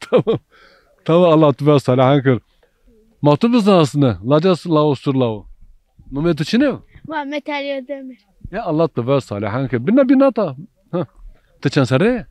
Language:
Zaza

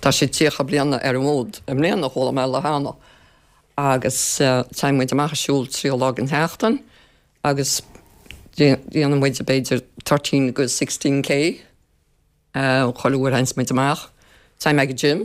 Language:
Irish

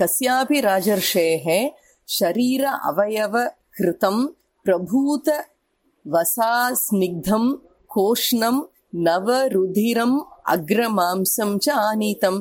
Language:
Sanskrit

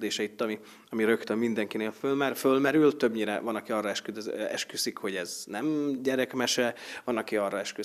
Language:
Hungarian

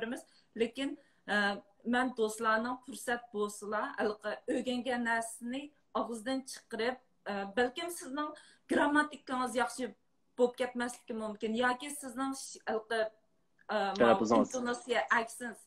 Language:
Uyghur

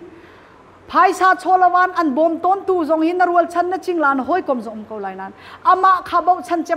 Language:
Hakha Chin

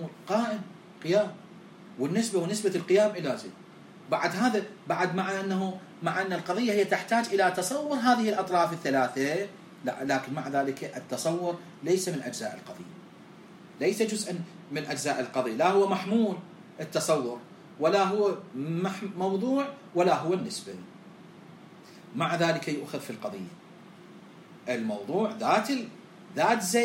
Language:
Arabic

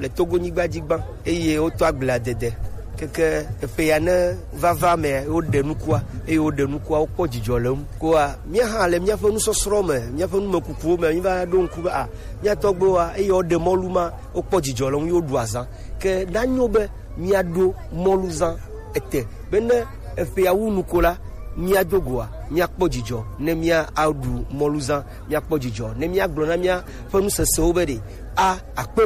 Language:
Gen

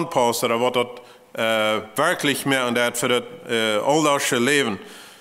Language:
Plautdietsch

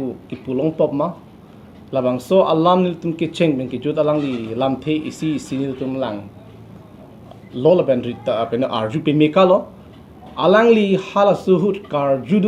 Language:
Karbi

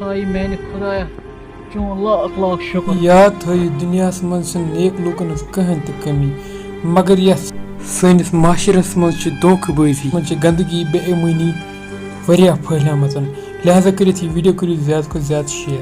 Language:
Kashmiri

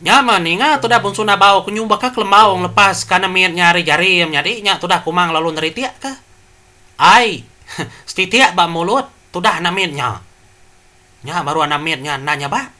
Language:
Iban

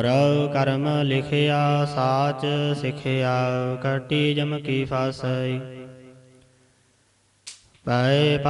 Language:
Punjabi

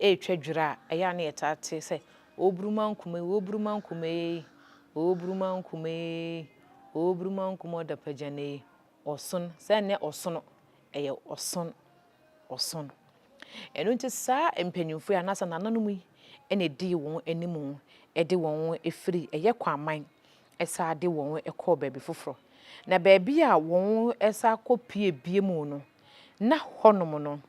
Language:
Akan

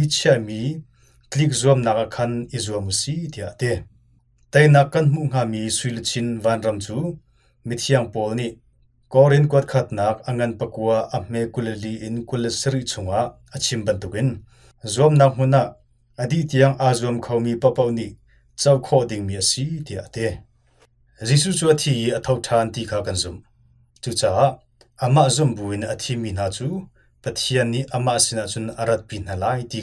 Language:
Hakha Chin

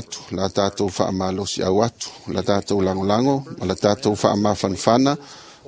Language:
Samoan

